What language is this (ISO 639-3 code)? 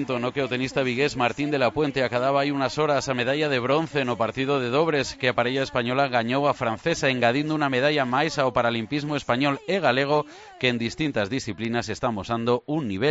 glg